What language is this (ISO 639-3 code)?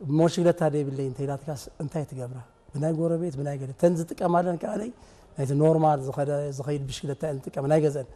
tir